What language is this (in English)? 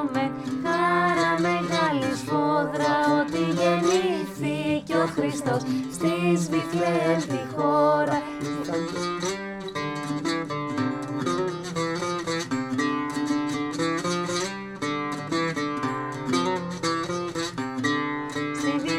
Greek